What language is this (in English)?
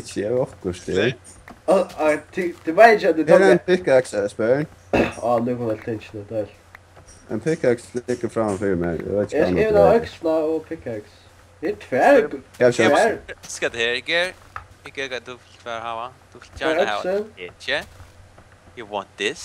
Faroese